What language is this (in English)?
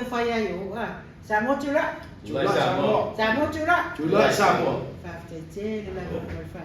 Samoan